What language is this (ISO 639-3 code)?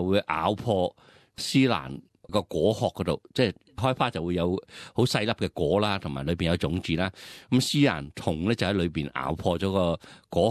yue